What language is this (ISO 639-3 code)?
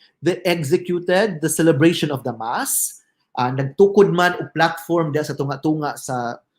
ceb